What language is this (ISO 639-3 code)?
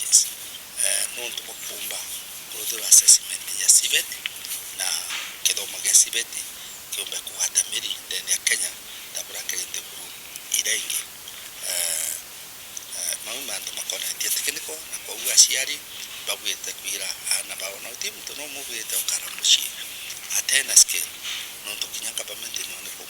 mer